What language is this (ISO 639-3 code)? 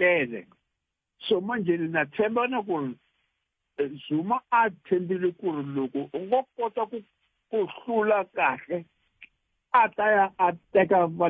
tso